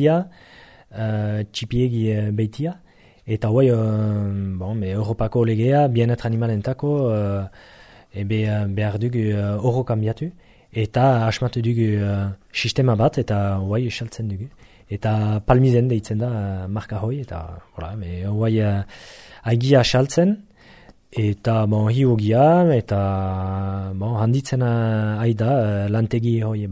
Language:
Basque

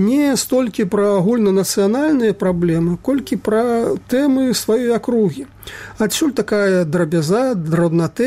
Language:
Belarusian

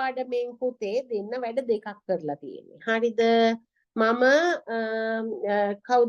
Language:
Sinhala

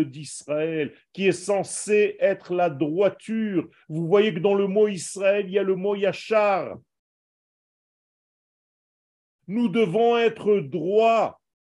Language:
French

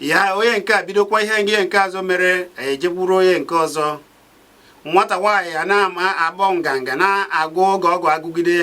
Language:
Igbo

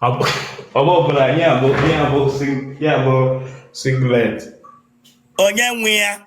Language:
Igbo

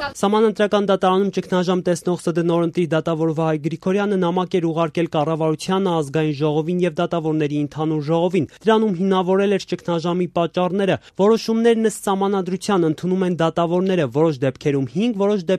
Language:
Armenian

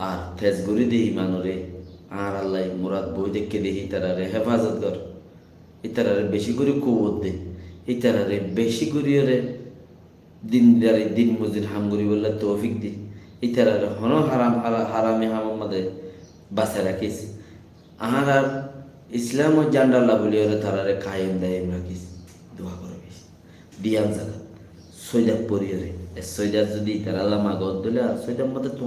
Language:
Rohingya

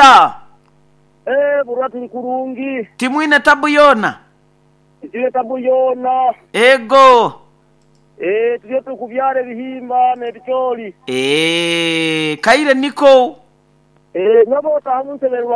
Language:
Nyoro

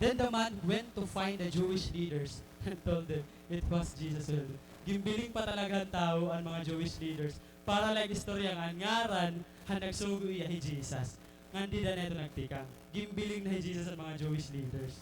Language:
Waray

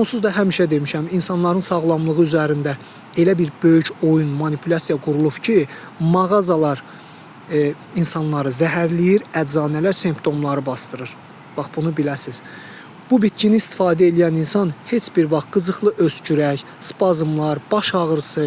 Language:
Azerbaijani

